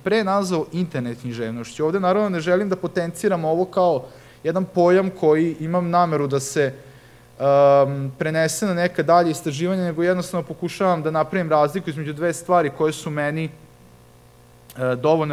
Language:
Serbian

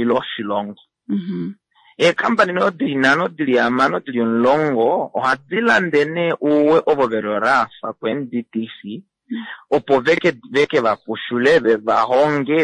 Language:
Kuanyama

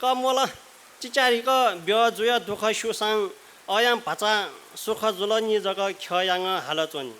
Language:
Newari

